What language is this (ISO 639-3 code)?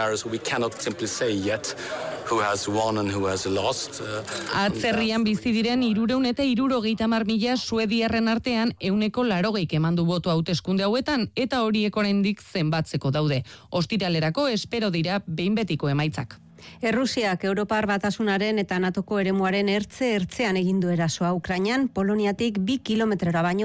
eus